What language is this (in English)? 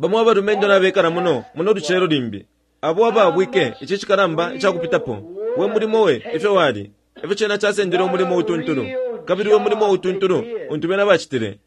Bemba